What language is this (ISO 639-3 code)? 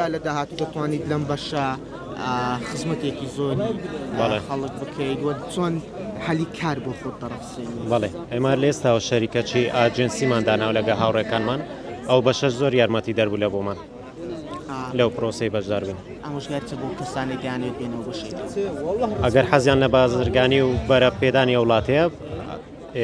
ckb